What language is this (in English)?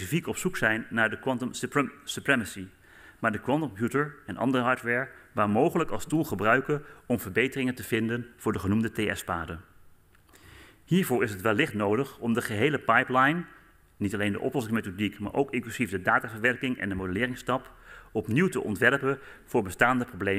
Dutch